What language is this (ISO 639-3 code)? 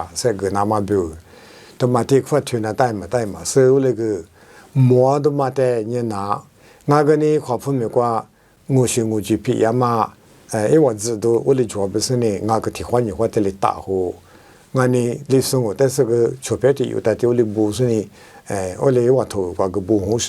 lis